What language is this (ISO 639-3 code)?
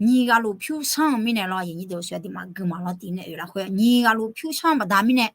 ahk